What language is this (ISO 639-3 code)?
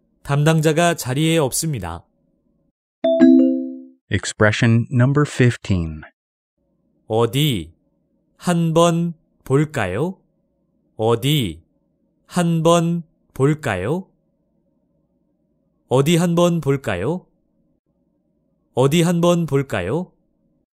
kor